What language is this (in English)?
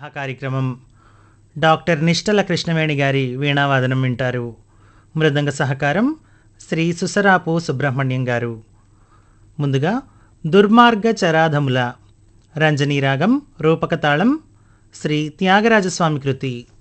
Telugu